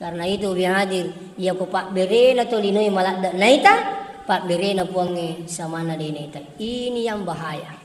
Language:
Buginese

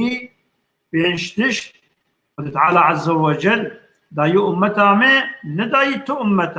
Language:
Kurdish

